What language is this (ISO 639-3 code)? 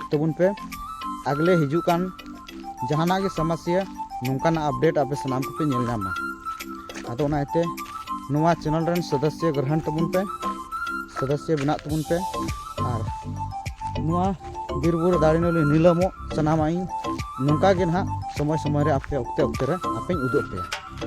sat